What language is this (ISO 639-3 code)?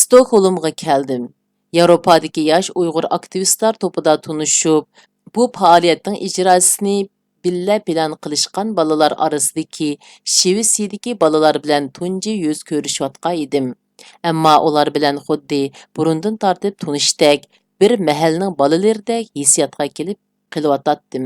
uig